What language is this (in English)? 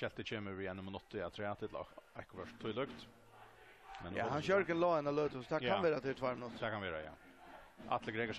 Faroese